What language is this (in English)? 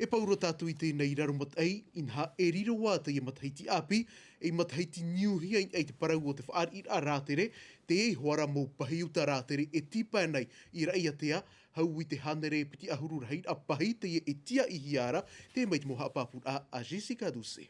Tahitian